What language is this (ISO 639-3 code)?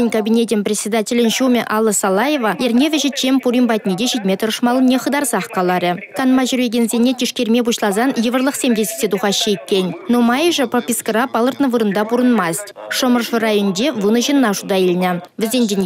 chv